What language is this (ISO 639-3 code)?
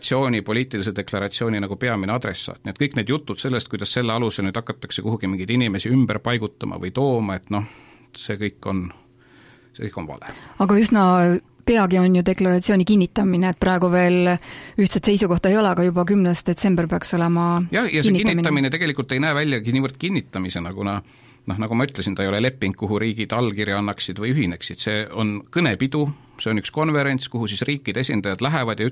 est